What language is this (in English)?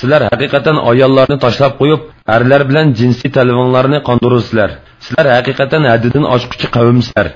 Uyghur